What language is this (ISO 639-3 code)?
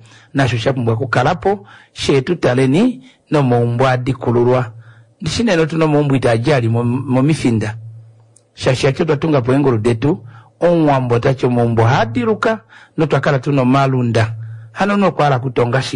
kua